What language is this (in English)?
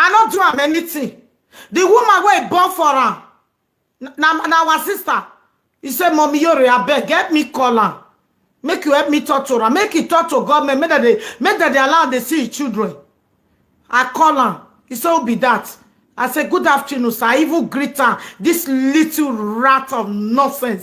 Nigerian Pidgin